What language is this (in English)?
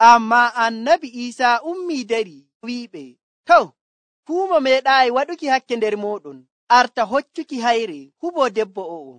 Nigerian Fulfulde